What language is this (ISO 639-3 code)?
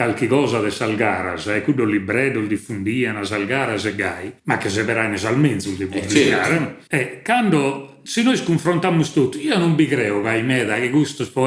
srd